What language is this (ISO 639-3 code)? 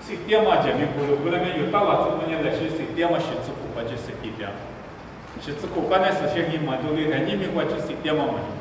lis